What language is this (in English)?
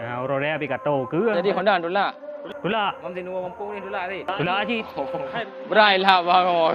Achinese